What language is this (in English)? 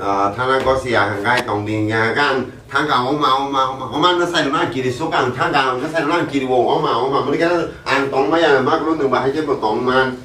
Kok Borok